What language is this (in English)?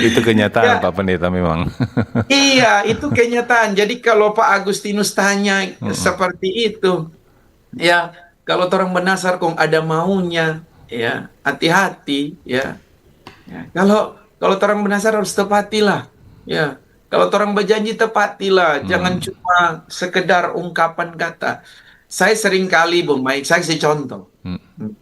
Manado Malay